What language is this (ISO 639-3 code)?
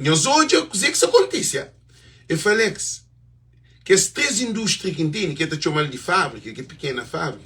kea